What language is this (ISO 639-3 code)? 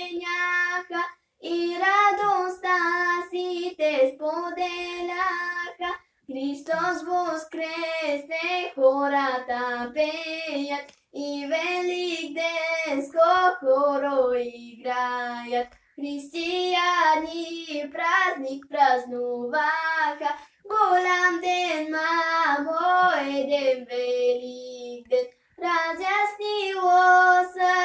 bul